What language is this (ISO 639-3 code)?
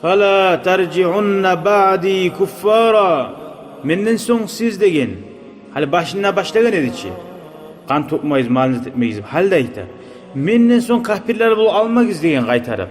kum